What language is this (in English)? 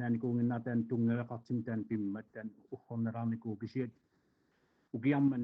Kalaallisut